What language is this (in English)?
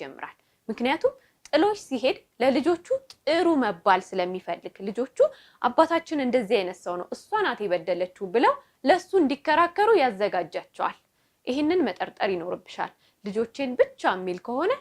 Amharic